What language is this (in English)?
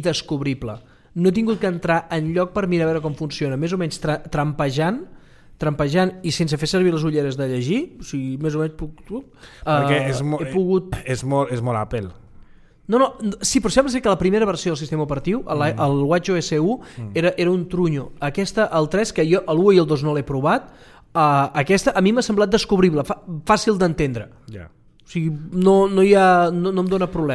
Catalan